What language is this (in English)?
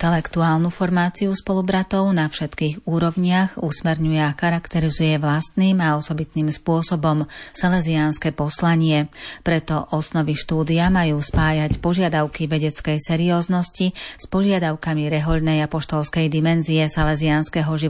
Slovak